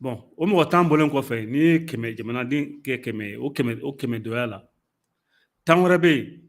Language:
Bambara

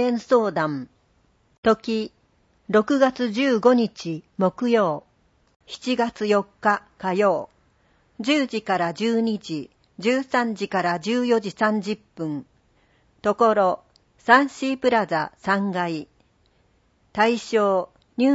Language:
Japanese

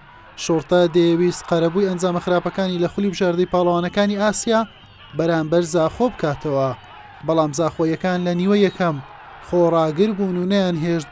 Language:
Central Kurdish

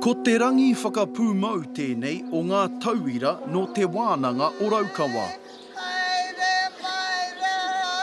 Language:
Māori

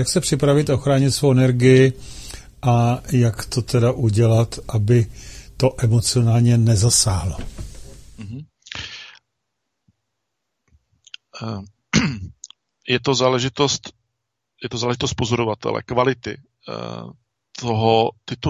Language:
Czech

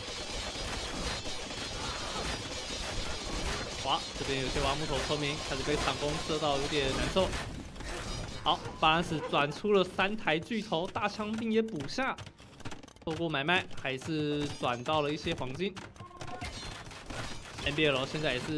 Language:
Chinese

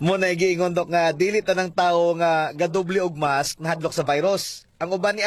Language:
Cebuano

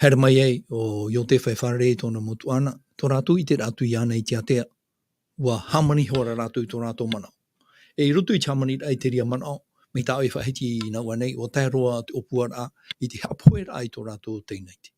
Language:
Tahitian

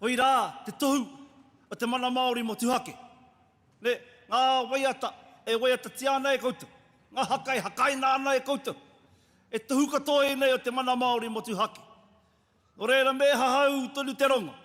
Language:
Māori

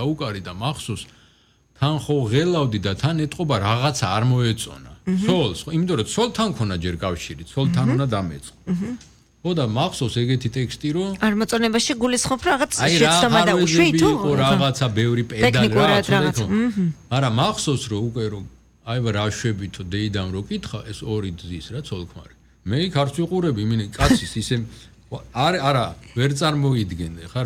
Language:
Georgian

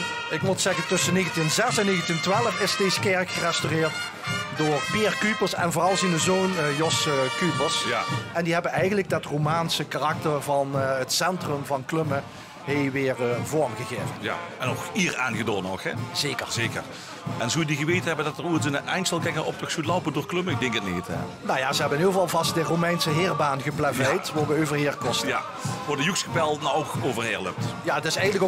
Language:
Limburgish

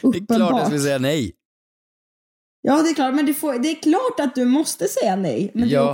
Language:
Swedish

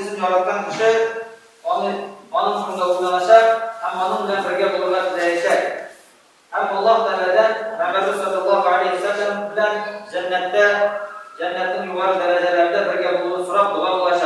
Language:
Tatar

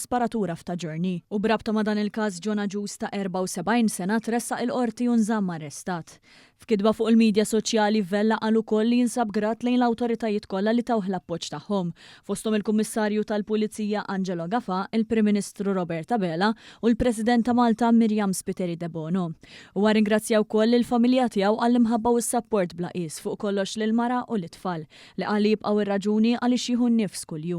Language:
Maltese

